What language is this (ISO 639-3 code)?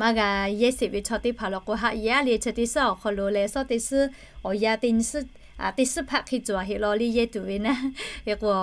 lhu